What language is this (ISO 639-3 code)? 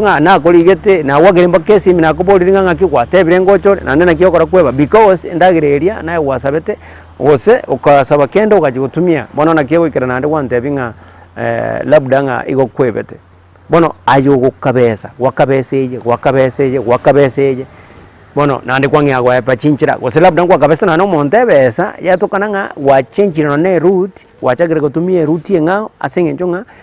guz